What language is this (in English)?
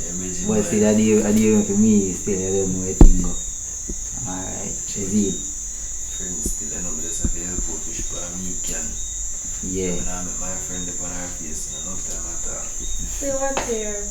Jamaican Creole English